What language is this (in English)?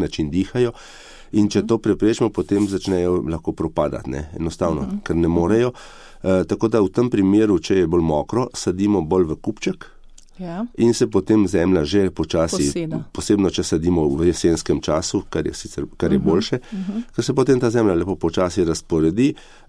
Slovenian